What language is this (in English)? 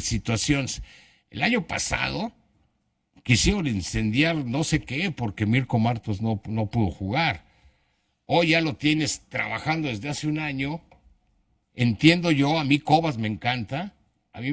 Spanish